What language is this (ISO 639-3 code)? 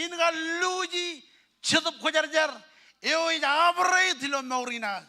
mah